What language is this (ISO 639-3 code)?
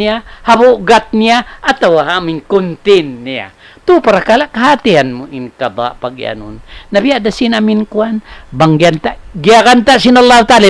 tsg